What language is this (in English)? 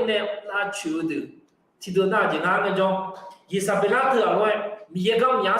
Akha